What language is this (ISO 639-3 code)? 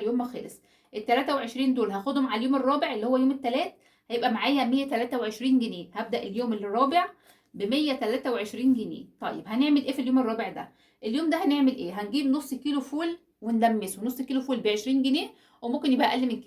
arz